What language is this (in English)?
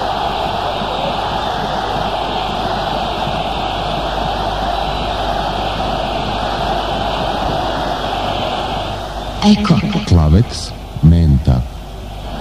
Serbian